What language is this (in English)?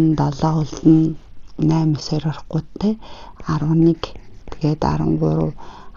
Mongolian